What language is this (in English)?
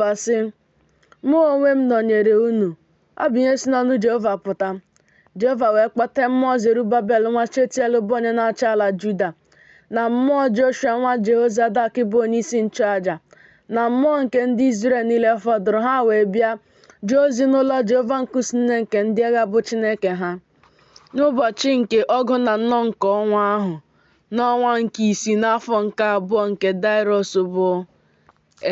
Igbo